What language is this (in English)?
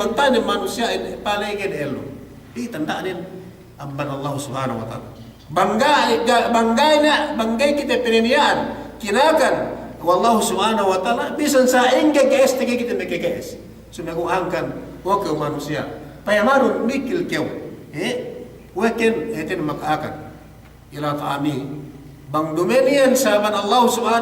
Yakan